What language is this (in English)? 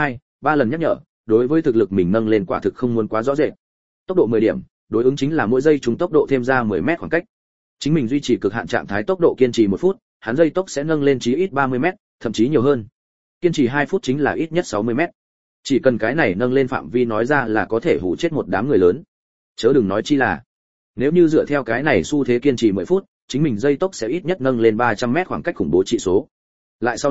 Vietnamese